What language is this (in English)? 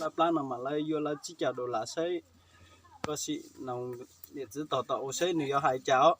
Hmong